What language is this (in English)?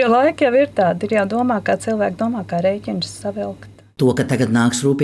Latvian